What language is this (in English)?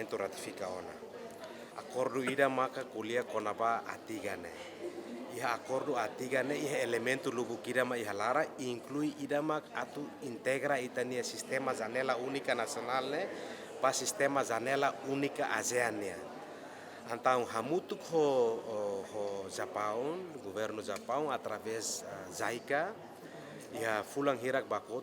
Tetum